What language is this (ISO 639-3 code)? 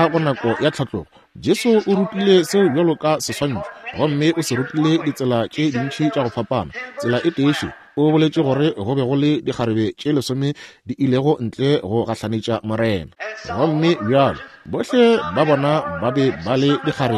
nso